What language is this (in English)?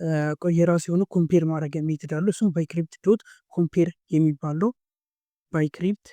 Amharic